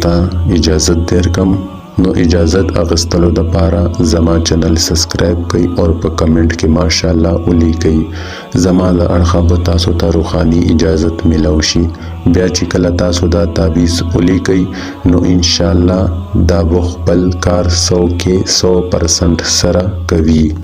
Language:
Pashto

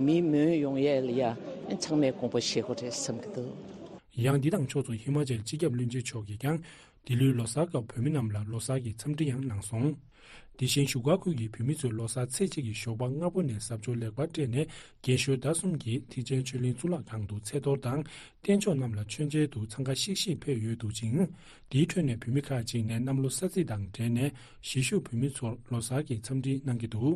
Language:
Tibetan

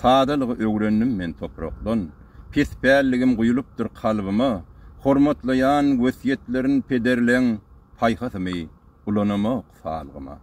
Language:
Turkmen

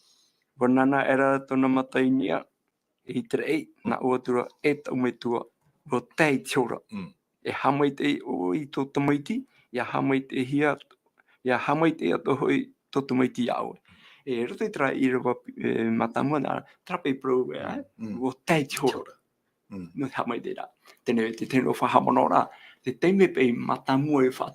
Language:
Tahitian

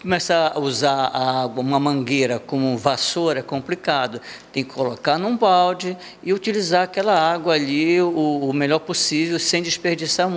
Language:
Portuguese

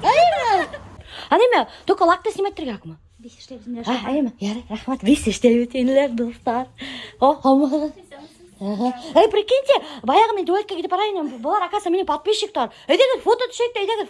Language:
Bashkir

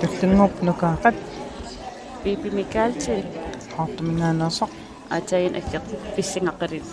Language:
Kalaallisut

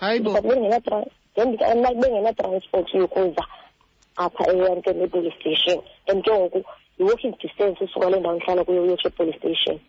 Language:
Xhosa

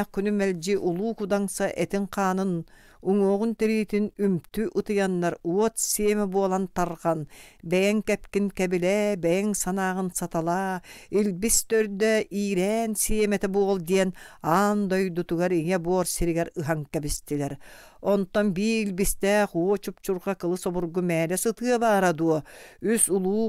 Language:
Yakut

